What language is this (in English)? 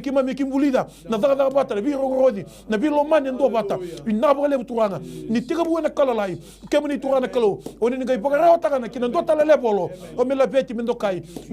Fijian